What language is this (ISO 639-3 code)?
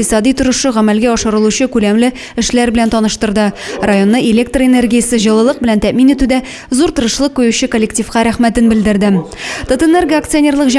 tat